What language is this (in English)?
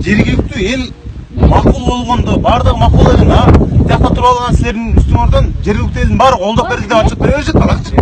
Kyrgyz